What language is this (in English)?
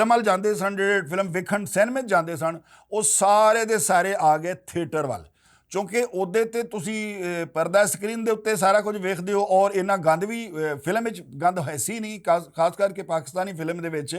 Western Panjabi